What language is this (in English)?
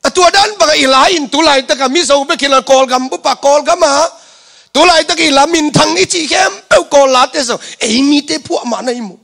Tedim Chin